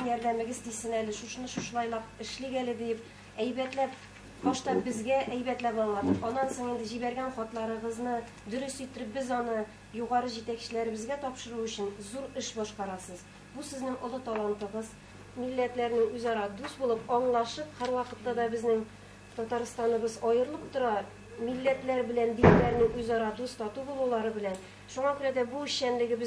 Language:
Tatar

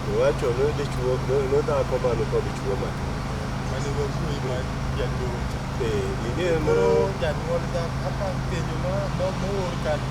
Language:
Luo (Kenya and Tanzania)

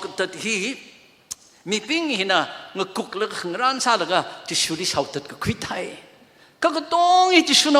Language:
Tangkhul Naga (India)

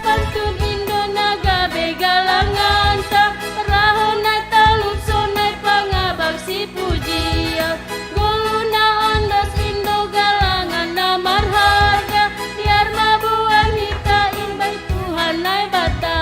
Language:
Batak Simalungun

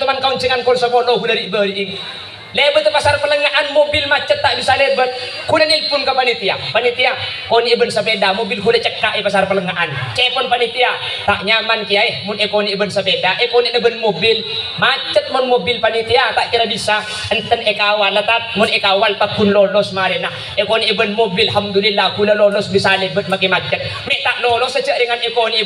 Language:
Madurese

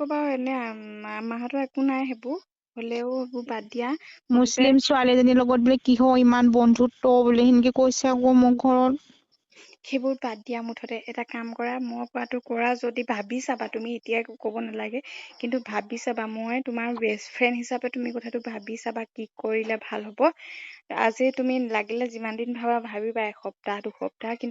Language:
Assamese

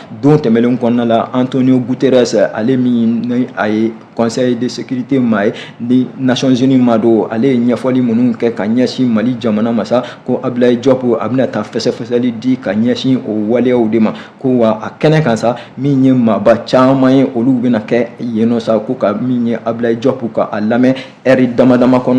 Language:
Bambara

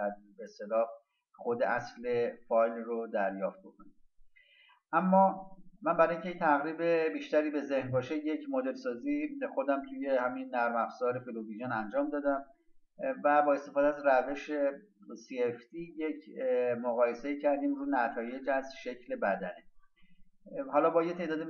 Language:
Persian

